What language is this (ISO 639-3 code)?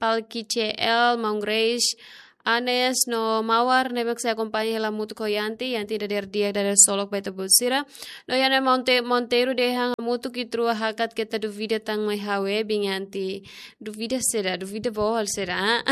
tet